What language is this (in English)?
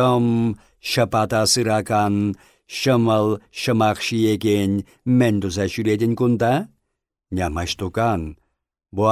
Chuvash